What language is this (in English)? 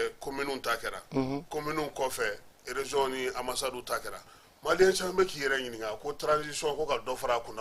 Bambara